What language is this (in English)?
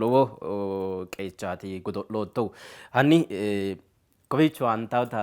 Sidamo